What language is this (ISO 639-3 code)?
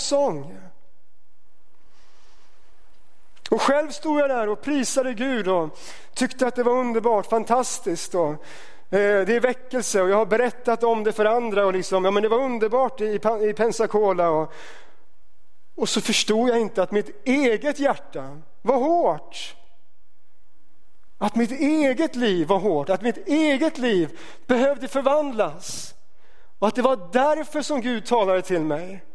swe